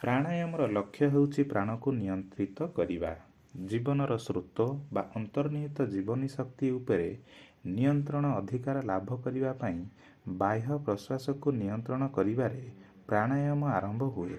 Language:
Odia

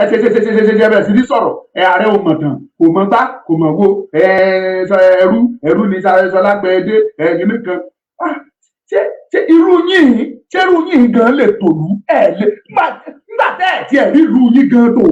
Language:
Yoruba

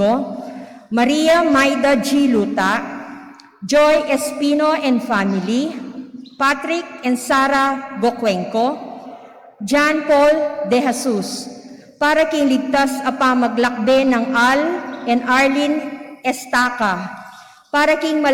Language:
Pampanga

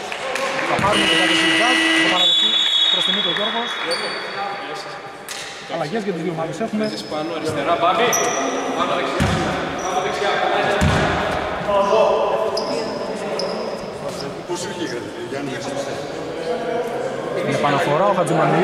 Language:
Greek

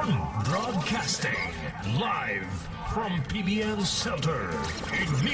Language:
Bikol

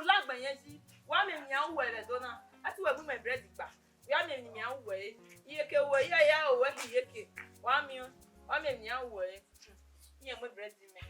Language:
Bini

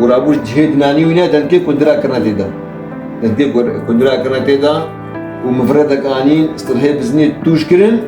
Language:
Kurdish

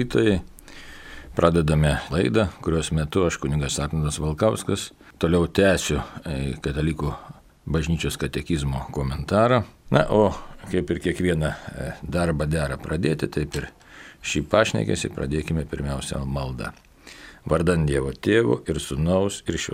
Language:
Lithuanian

